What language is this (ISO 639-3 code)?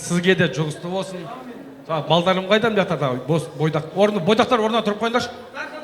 kaz